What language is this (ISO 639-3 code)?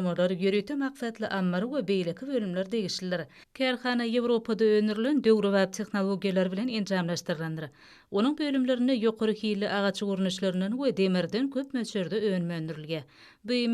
tuk